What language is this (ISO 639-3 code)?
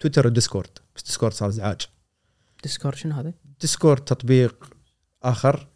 afb